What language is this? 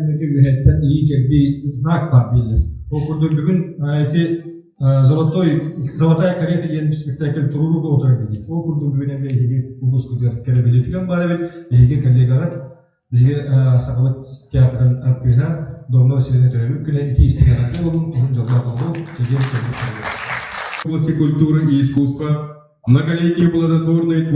Yakut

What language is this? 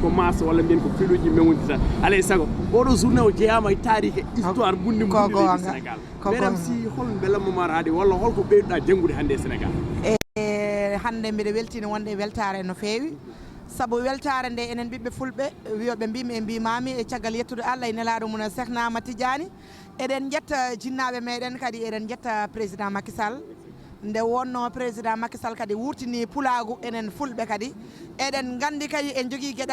Fula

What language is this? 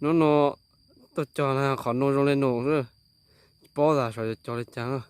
Hmong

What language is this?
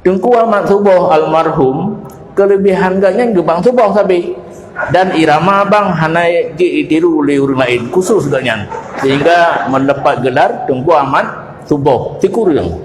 Achinese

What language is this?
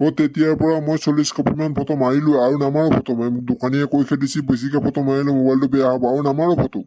Assamese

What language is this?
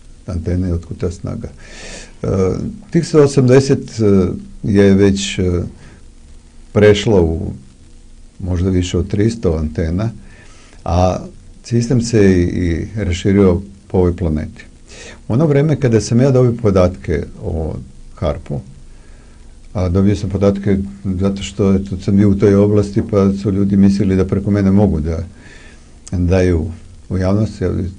Serbian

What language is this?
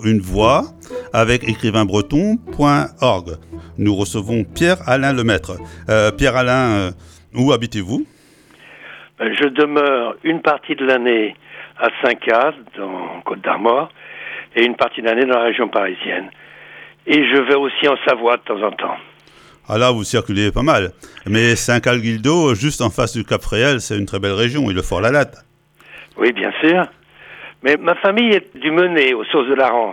French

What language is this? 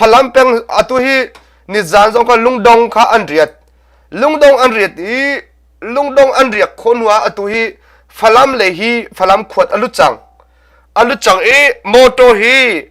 Hakha Chin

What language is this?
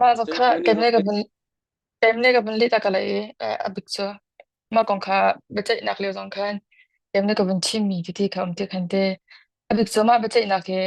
Hakha Chin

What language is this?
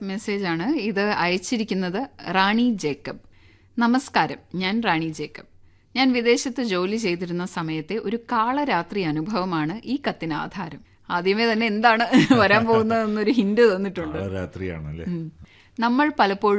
Malayalam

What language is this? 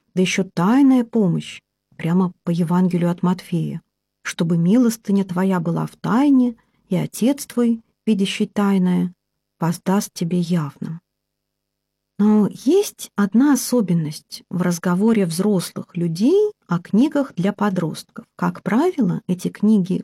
Russian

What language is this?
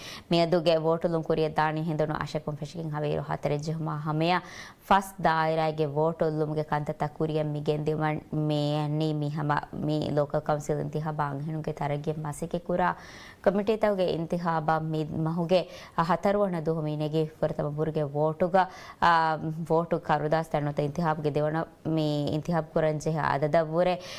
Divehi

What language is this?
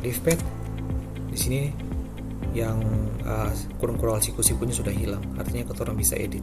Ambonese Malay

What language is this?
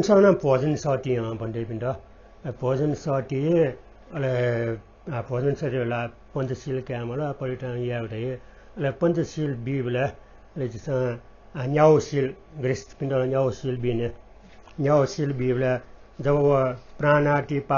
Newari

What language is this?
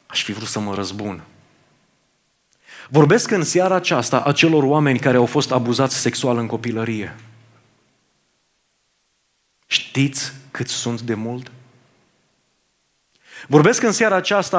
Romanian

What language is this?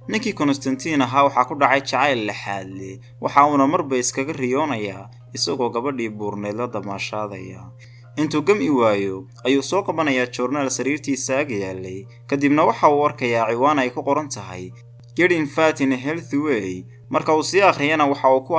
Somali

